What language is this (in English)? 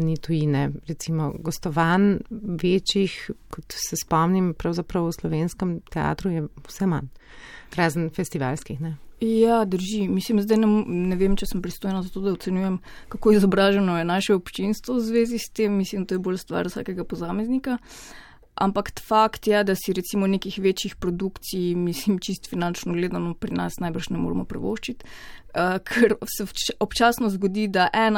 Slovenian